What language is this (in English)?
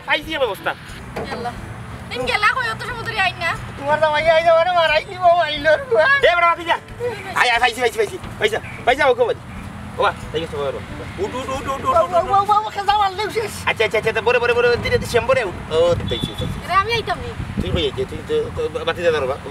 Sylheti